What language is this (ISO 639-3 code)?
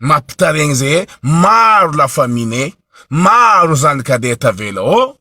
mlg